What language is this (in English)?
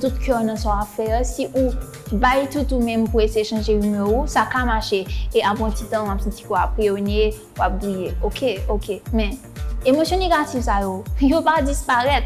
Haitian Creole